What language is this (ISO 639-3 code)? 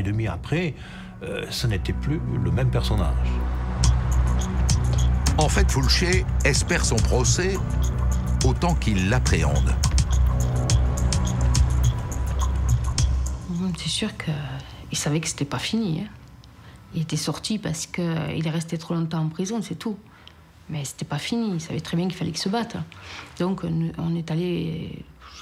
fra